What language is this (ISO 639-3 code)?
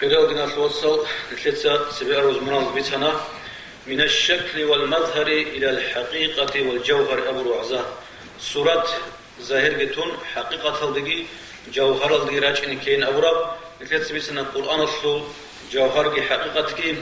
ava